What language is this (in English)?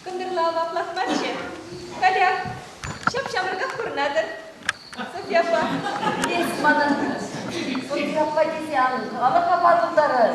Chuvash